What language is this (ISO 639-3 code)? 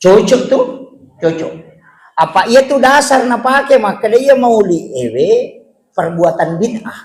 bug